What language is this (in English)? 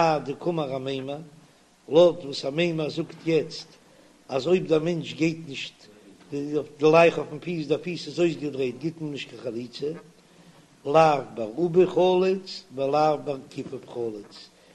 Yiddish